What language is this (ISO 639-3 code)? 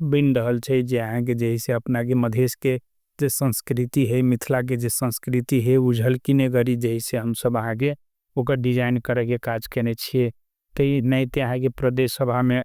mai